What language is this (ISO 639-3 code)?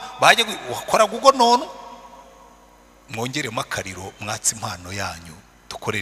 kin